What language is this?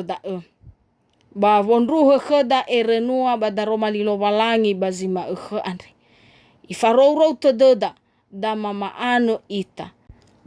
Nias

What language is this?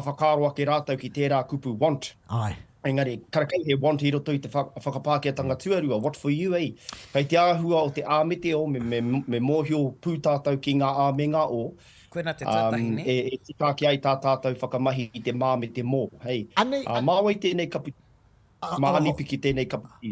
Māori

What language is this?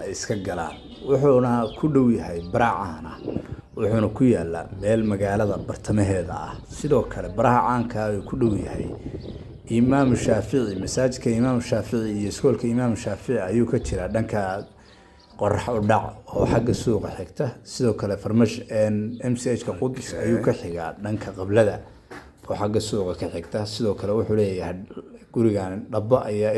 Somali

